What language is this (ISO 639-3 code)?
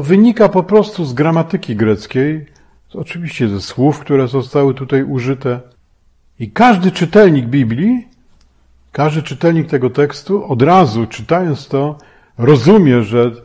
pol